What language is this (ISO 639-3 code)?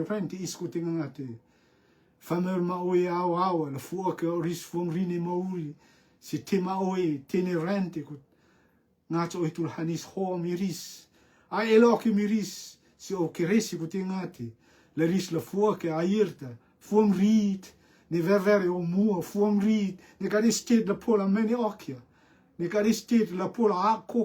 rtm